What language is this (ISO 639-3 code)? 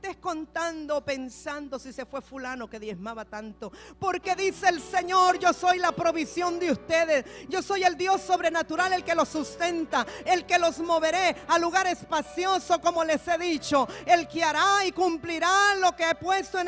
spa